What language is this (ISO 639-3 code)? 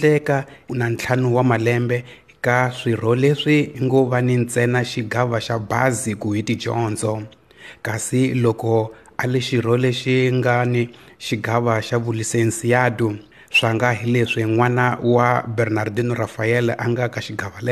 tso